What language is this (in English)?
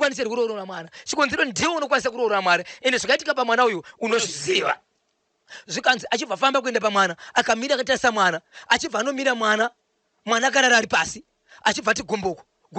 Shona